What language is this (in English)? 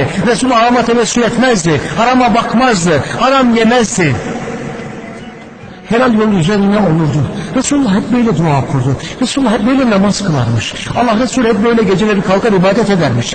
Turkish